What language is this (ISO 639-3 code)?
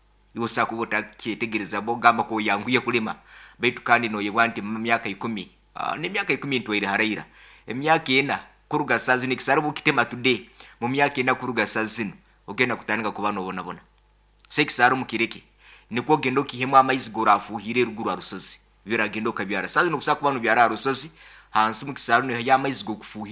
nyn